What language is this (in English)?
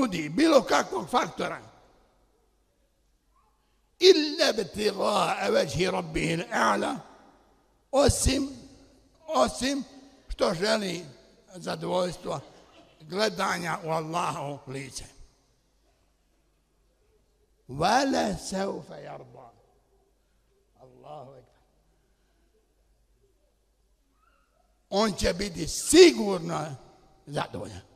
Bosnian